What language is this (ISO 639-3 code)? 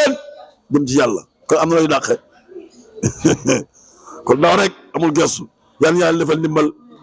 wol